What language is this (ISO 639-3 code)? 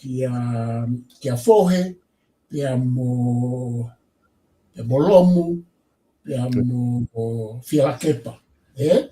ton